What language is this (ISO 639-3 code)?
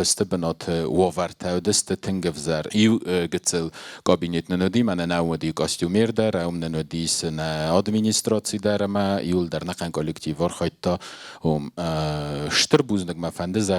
oss